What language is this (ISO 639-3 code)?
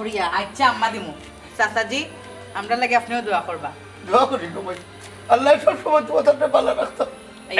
syl